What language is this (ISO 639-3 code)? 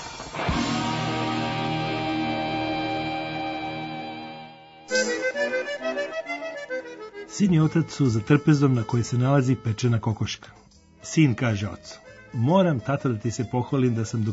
srp